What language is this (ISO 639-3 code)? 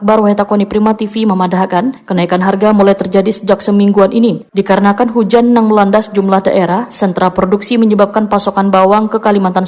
bjn